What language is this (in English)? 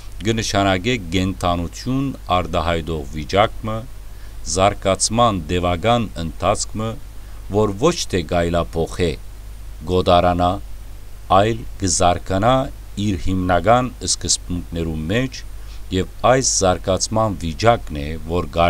Western Armenian